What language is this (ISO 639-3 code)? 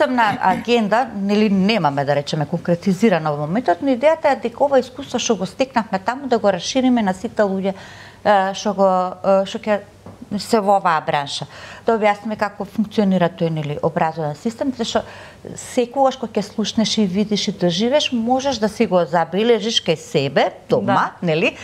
mkd